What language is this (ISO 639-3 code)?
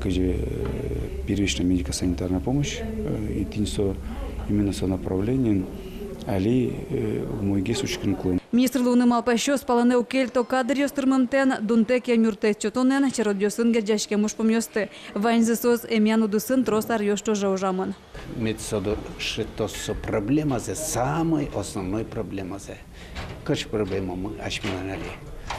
udm